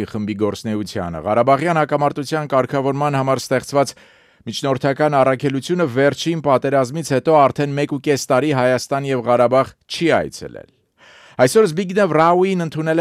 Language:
Armenian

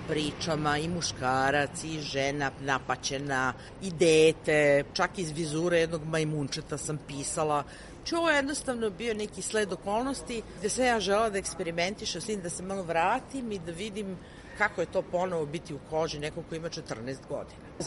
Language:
Serbian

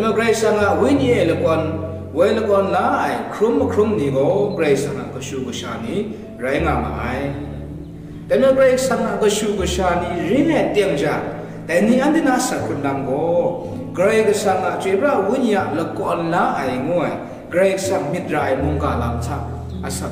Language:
Kachin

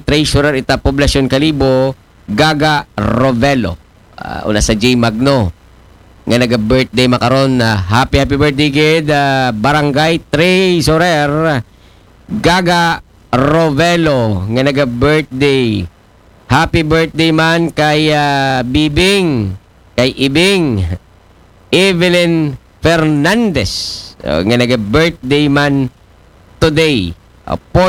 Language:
Aklanon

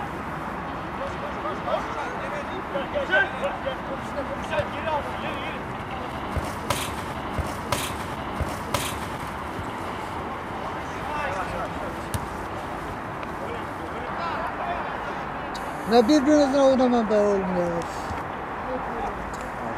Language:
Turkish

